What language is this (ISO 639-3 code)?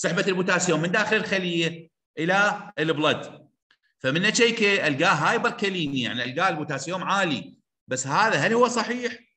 acm